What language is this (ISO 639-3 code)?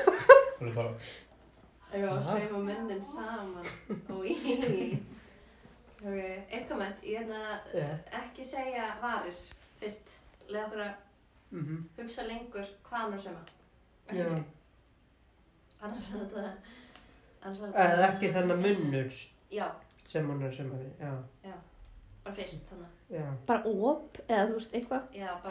isl